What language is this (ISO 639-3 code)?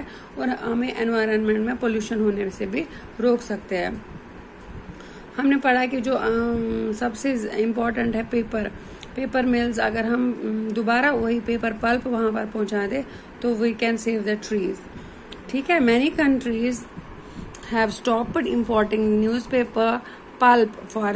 hin